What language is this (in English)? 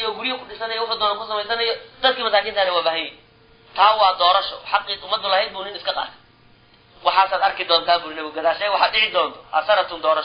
Somali